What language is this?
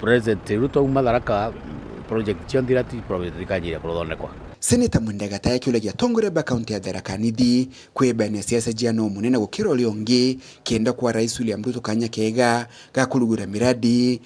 Meru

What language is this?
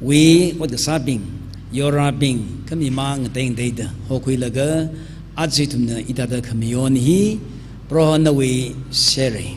Tangkhul Naga (India)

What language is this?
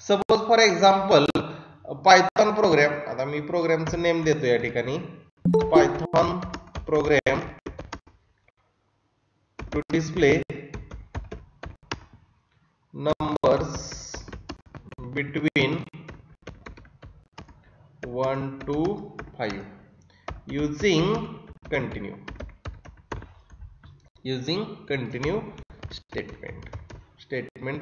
Marathi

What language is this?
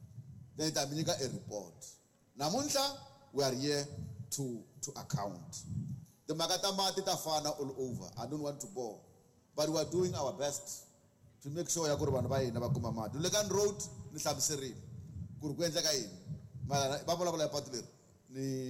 Tsonga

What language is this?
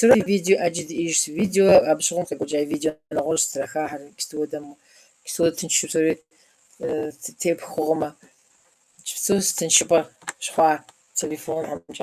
Kabardian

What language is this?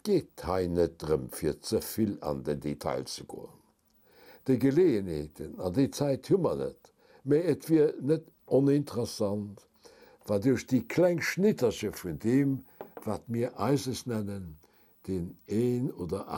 Luxembourgish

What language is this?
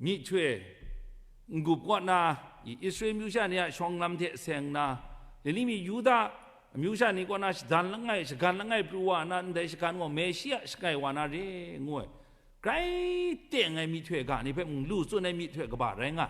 Kachin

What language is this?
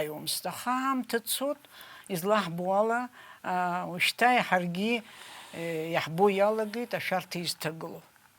Abkhazian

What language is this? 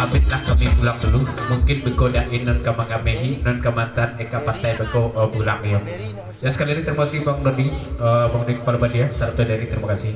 Minangkabau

